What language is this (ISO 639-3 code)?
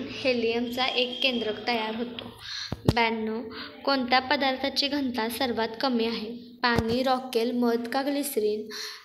mar